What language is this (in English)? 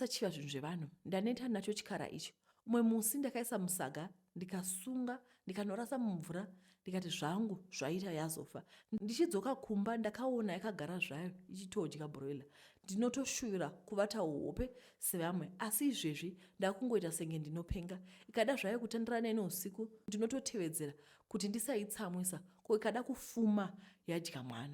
Shona